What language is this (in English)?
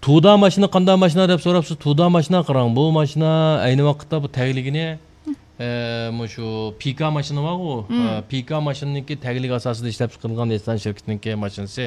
Uyghur